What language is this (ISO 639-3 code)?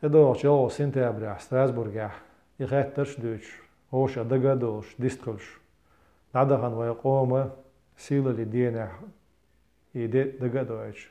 che